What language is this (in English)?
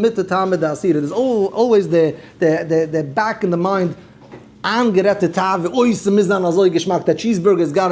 Yiddish